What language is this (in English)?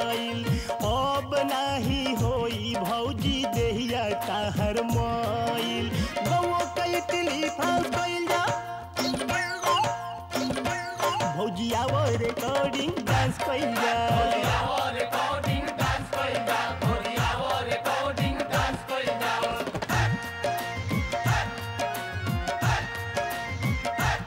Bhojpuri